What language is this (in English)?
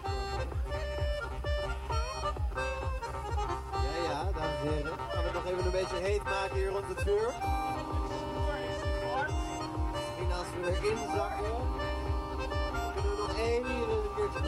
Dutch